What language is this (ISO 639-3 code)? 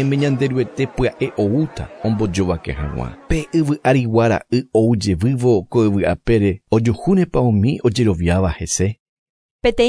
grn